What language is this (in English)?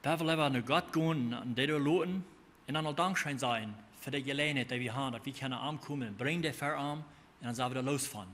Plautdietsch